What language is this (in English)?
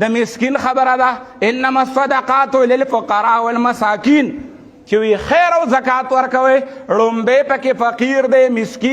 Pashto